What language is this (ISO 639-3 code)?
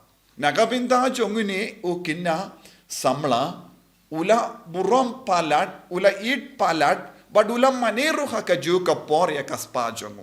kha